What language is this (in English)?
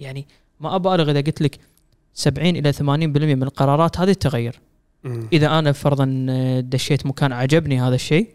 Gulf Arabic